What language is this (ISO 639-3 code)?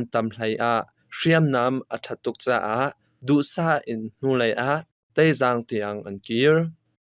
cnh